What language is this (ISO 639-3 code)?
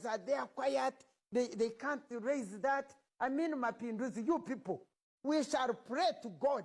lug